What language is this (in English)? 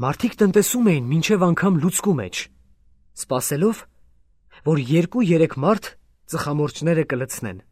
Armenian